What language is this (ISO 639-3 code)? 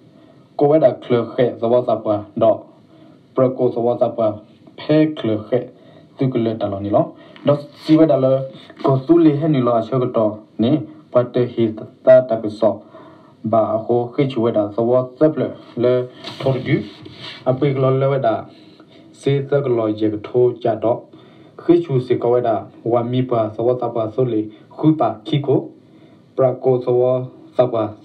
ksw